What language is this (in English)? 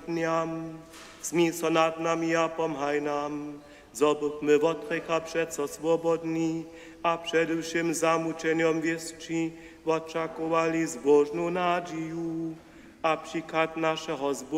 Upper Sorbian